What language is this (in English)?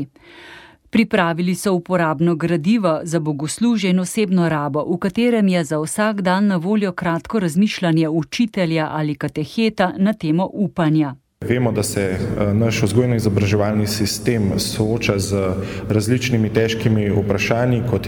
Slovenian